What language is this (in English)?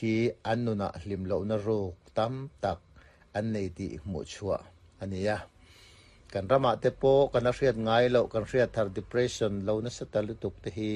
Mizo